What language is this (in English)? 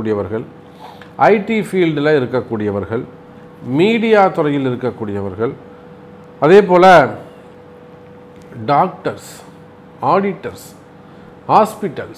Tamil